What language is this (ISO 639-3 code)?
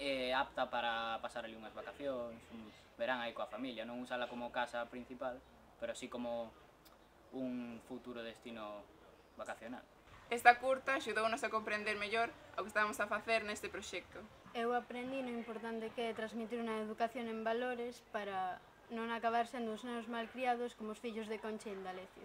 glg